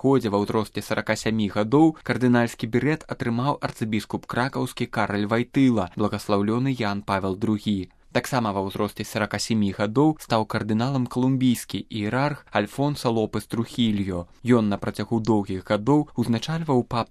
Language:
Belarusian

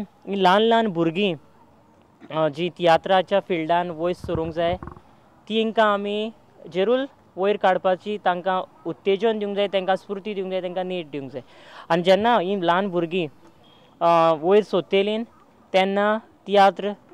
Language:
Konkani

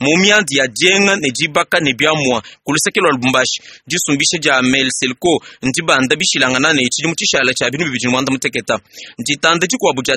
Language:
Luba-Lulua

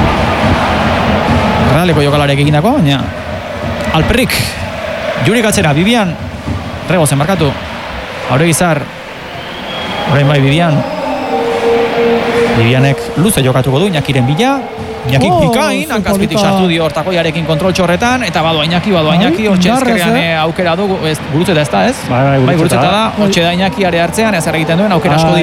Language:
Basque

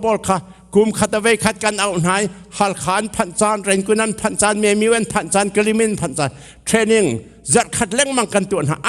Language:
Hakha Chin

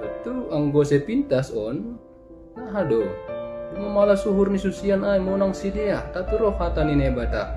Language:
Batak Simalungun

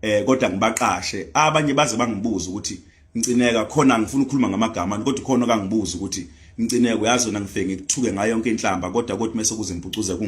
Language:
Zulu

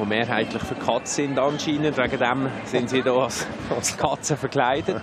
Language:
Swiss German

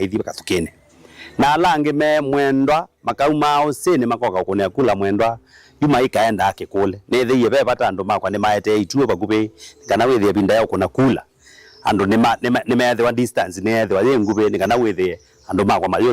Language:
Kamba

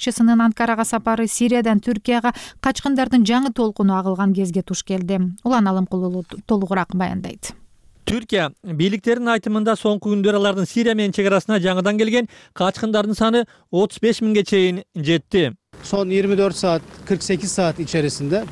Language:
Kyrgyz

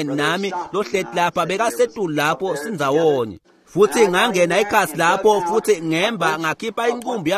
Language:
Swati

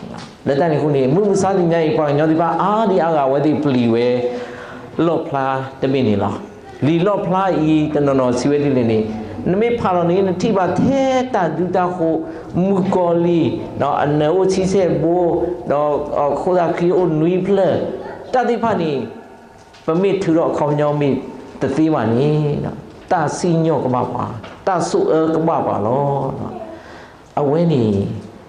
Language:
S'gaw Karen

